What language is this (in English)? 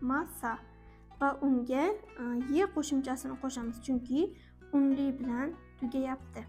Uzbek